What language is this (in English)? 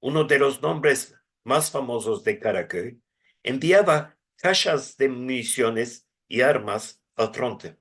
Ladino